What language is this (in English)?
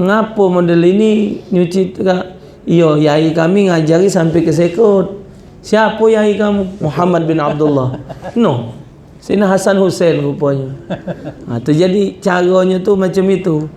Musi